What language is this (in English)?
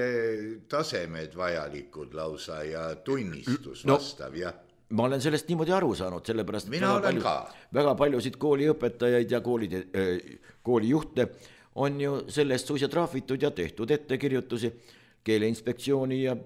Estonian